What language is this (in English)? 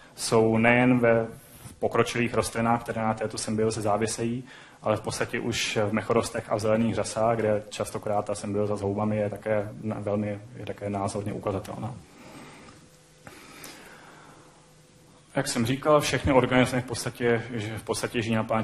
Czech